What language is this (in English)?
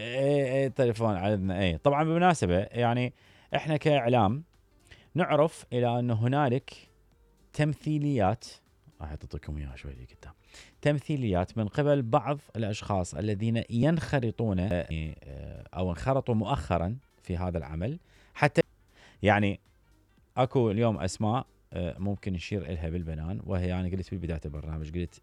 Mesopotamian Arabic